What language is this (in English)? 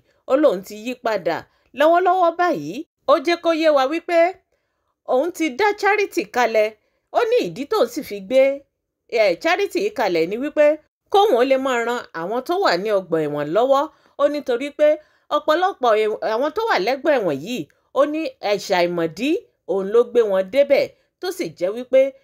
Yoruba